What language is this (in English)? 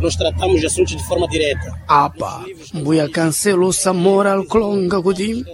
Sena